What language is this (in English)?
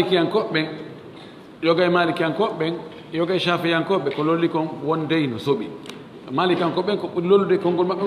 Fula